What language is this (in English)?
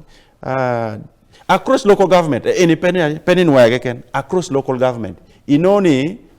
Acoli